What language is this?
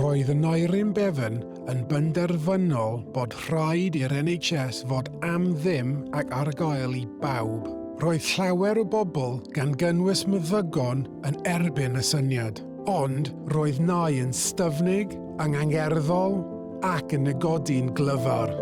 Welsh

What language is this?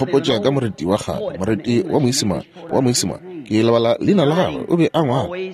Northern Sotho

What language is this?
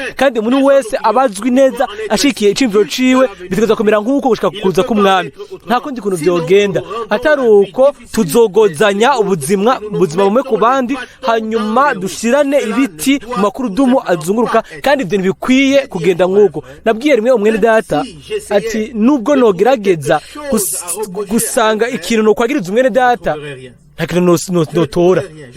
Rundi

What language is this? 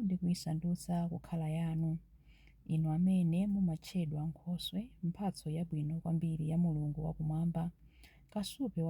Nyanja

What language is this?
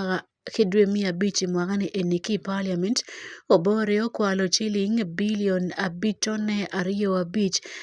Acoli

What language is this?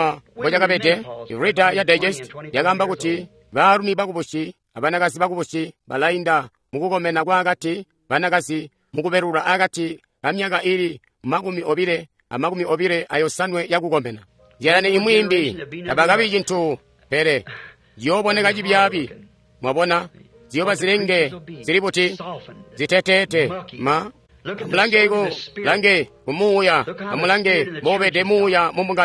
Tonga (Zambia)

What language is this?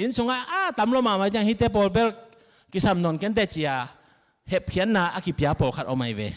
Tedim Chin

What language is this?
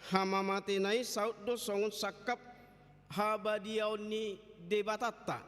Batak Toba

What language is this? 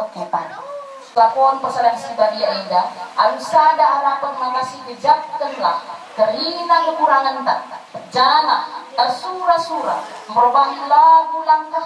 Batak Karo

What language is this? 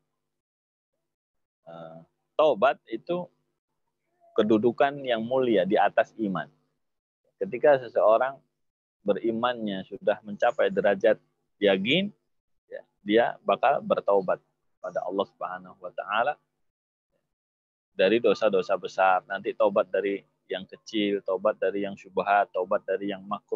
Indonesian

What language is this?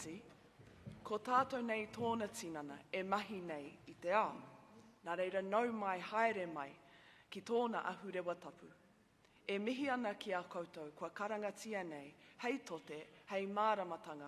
Māori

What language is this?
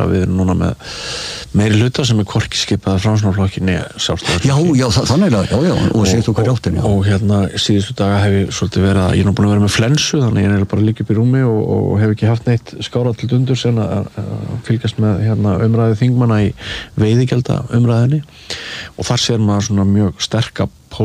Icelandic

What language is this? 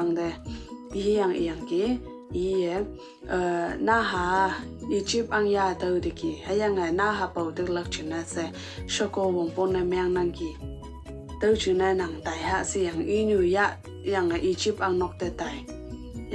Konyak Naga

